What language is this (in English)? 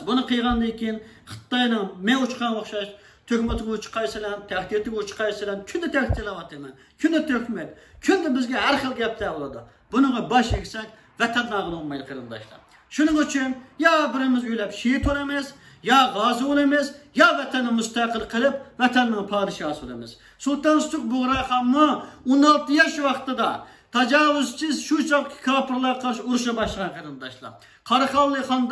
Uyghur